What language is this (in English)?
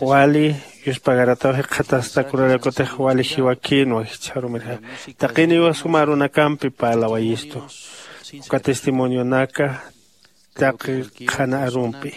Aymara